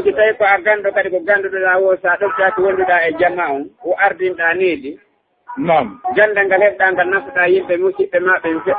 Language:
Fula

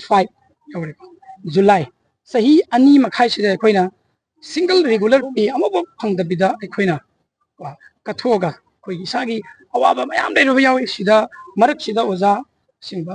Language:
Manipuri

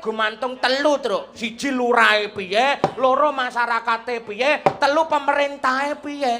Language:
Javanese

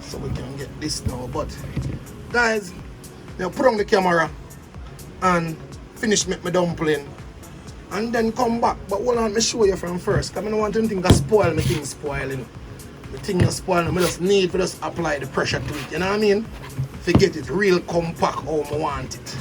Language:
Jamaican Creole English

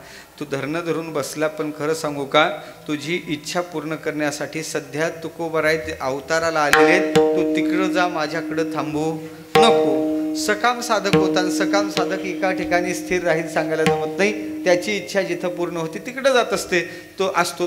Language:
Marathi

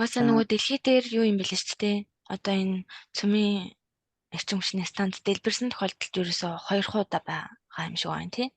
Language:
Mongolian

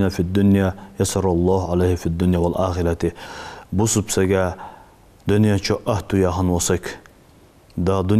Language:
Ingush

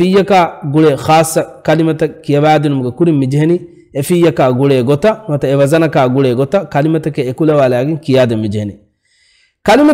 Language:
Divehi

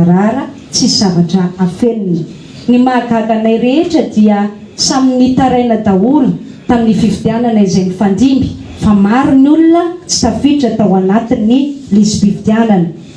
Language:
Malagasy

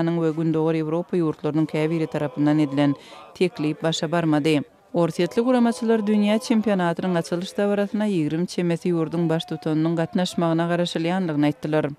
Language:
Turkmen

